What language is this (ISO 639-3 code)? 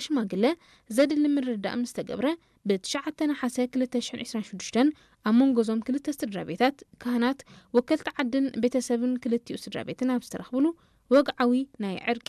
tir